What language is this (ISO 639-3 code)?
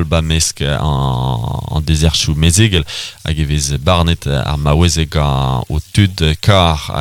bre